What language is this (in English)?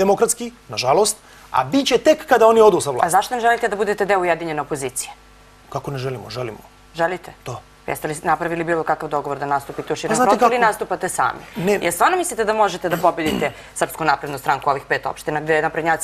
Serbian